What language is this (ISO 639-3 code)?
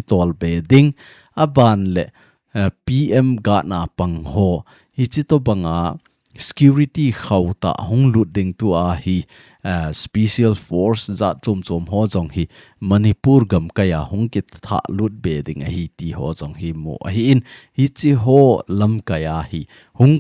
tcz